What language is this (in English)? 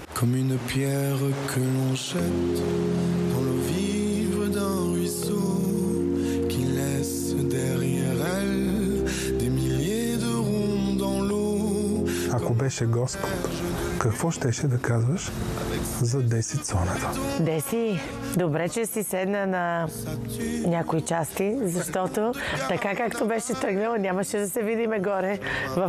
Bulgarian